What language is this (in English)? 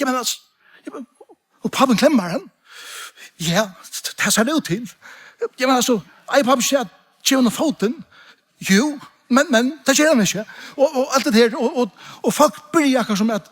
Faroese